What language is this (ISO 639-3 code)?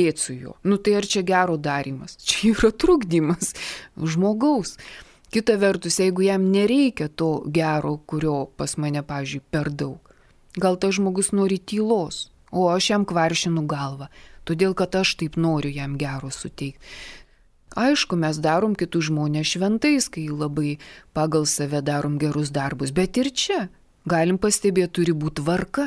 lit